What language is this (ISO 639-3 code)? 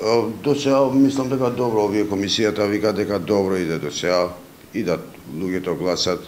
mkd